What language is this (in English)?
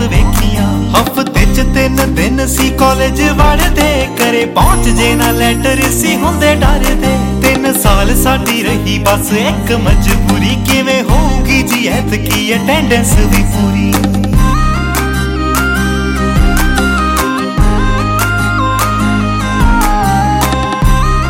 Punjabi